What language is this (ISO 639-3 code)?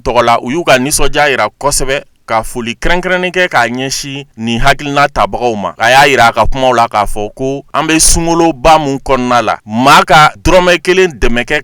bam